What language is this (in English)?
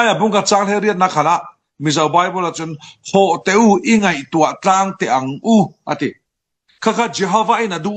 Falam Chin